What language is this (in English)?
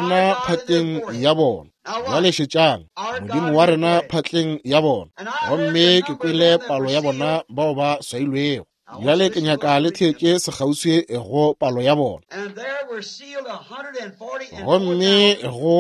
Northern Sotho